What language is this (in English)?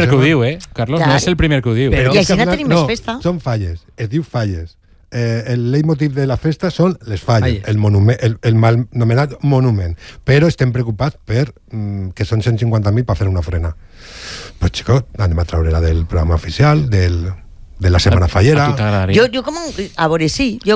Catalan